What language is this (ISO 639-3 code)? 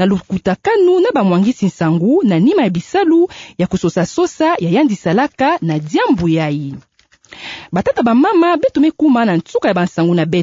ktu